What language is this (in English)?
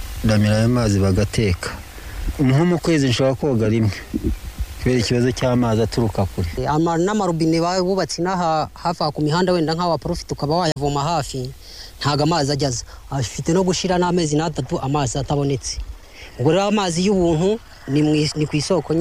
Kinyarwanda